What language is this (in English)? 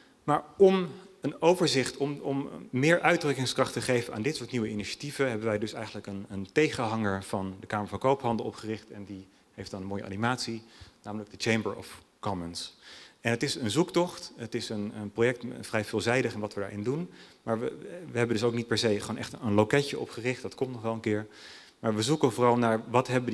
Dutch